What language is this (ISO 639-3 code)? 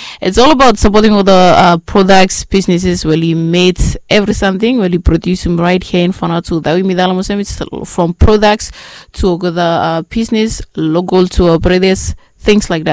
bis